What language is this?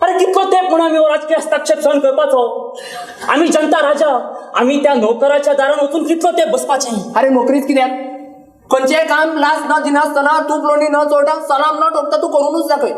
Konkani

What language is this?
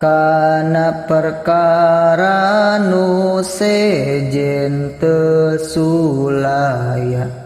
Sundanese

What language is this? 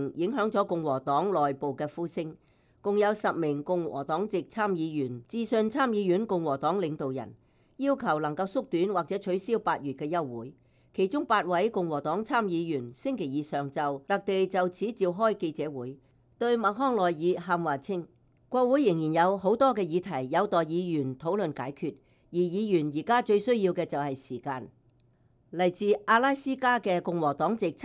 Cantonese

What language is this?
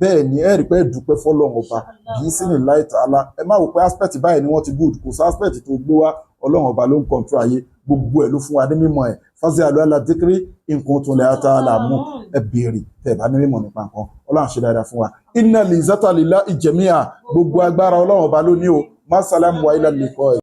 Yoruba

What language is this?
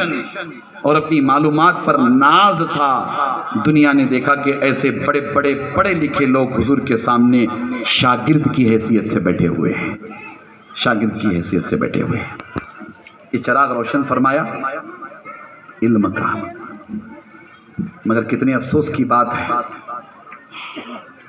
Urdu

